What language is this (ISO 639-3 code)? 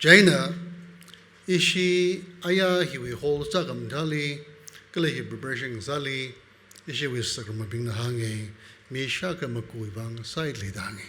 nmf